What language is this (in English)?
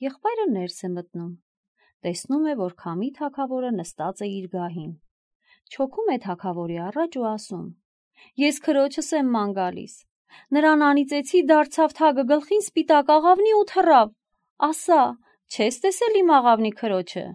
Armenian